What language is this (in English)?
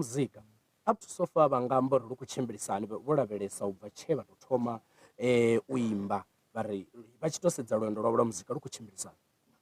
Venda